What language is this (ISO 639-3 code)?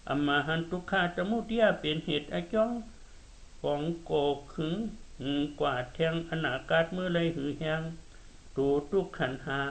shn